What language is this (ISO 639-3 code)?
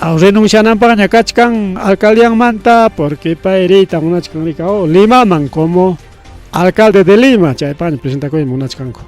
quy